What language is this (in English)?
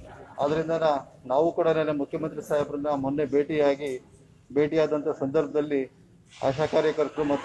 Kannada